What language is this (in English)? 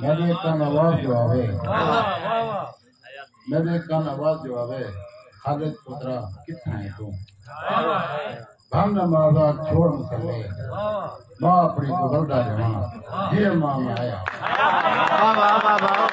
Saraiki